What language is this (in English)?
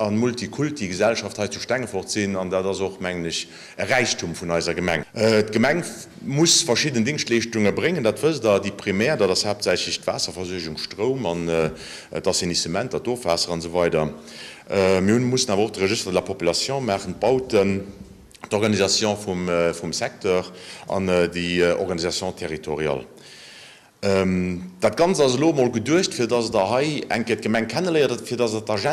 Luxembourgish